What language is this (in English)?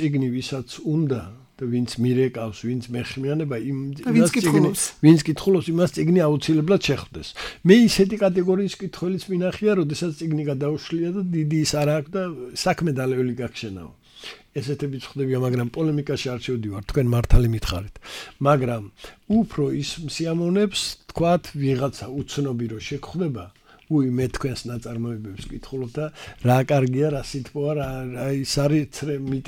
Georgian